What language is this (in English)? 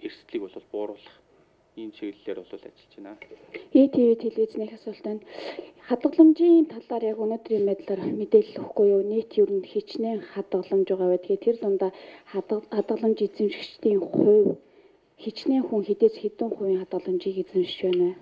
Mongolian